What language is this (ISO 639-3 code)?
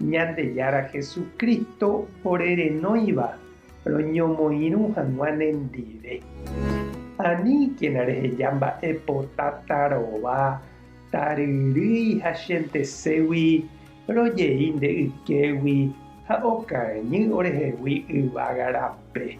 grn